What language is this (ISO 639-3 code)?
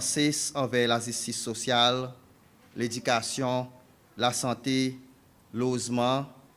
crs